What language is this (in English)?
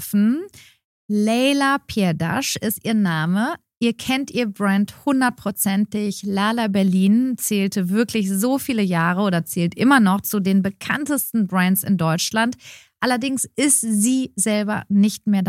German